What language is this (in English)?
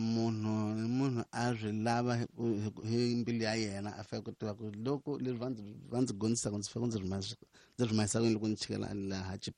Tsonga